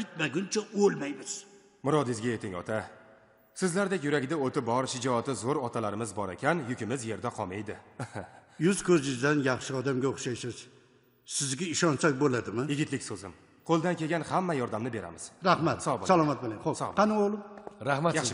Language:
Uzbek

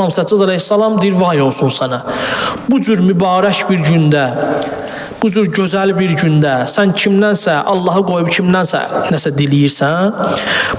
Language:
Azerbaijani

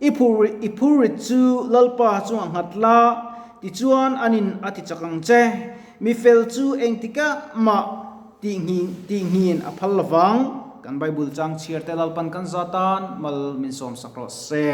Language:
Mizo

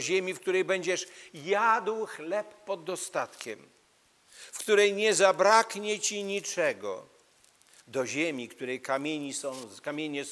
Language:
Polish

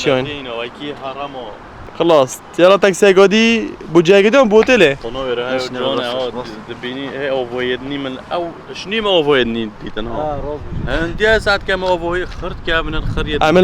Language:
Kurdish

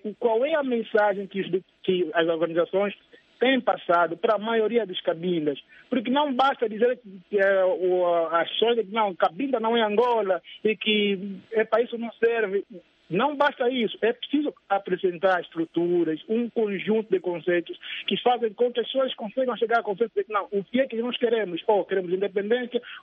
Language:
Portuguese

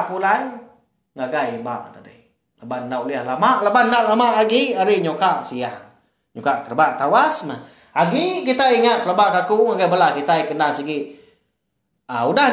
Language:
Iban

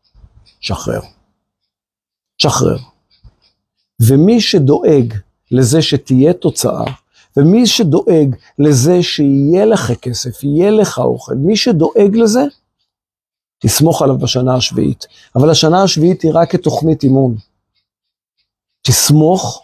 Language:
Hebrew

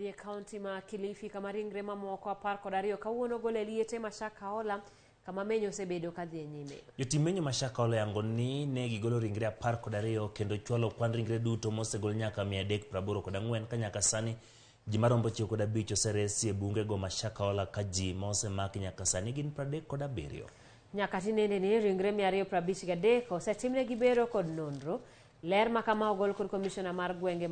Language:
Luo (Kenya and Tanzania)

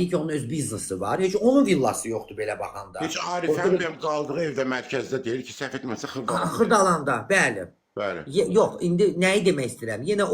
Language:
Azerbaijani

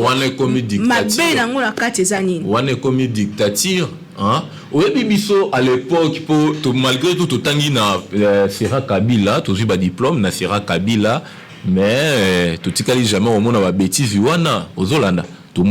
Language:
Lingala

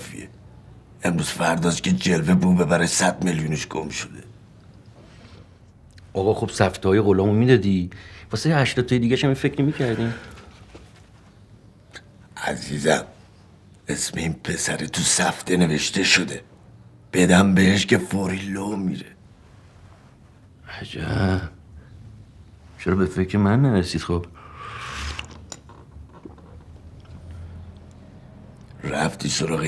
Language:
Persian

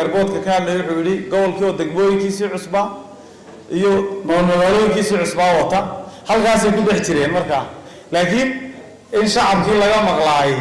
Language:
Somali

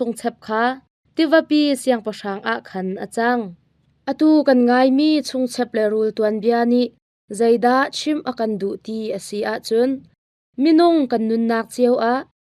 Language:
Hakha Chin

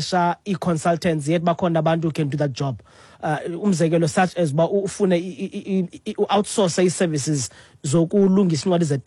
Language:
Xhosa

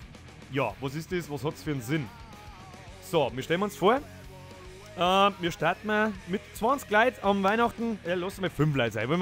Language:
Bavarian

